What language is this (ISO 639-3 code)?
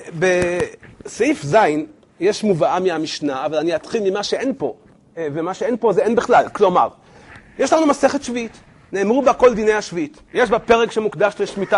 heb